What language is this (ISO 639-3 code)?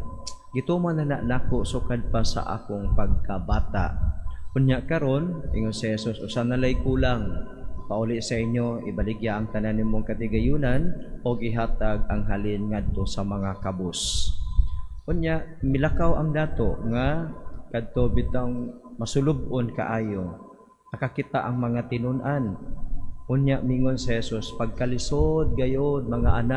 ceb